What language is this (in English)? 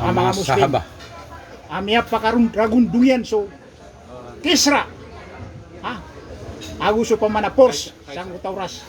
Maranao